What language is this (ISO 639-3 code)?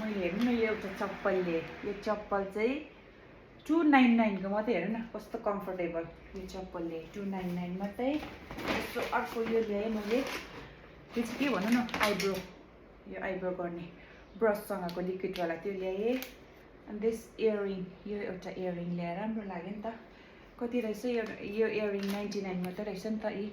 nep